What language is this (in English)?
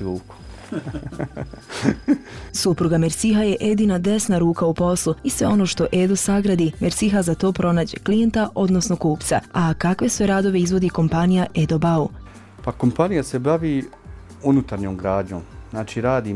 Bosnian